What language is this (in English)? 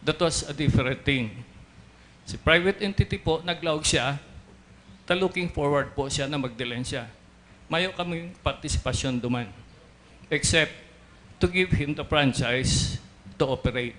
Bikol